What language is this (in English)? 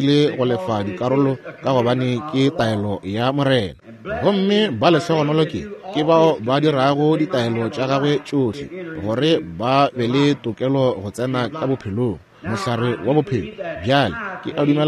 Northern Sotho